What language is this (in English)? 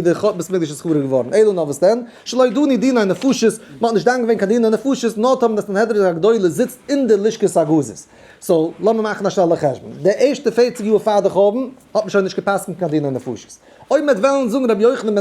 Yiddish